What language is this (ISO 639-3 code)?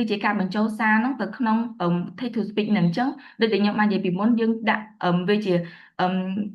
khm